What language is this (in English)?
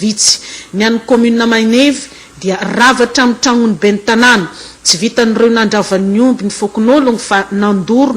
Malagasy